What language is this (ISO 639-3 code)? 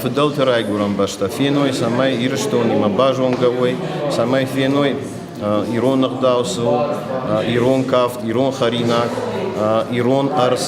oss